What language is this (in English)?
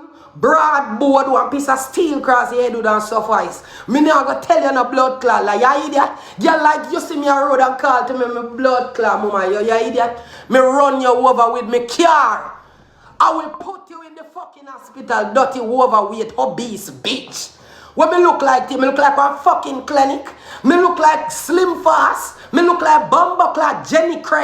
Jamaican Creole English